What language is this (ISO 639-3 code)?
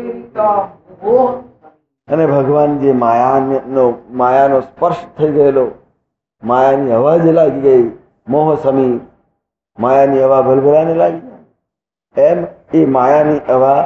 guj